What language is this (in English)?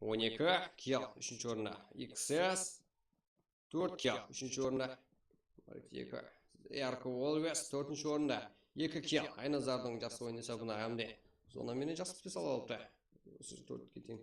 Kara-Kalpak